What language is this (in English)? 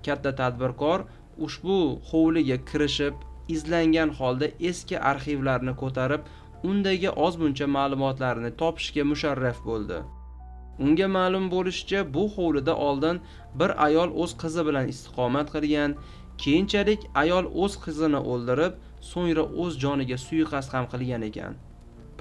Uzbek